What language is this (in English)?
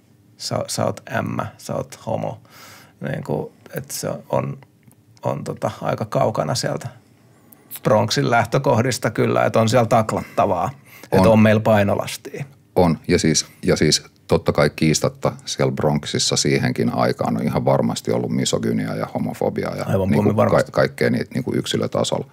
Finnish